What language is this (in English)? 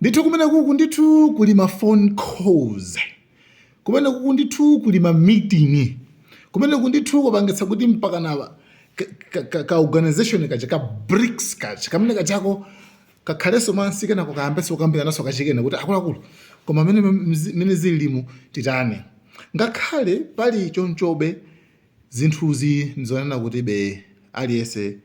Nyanja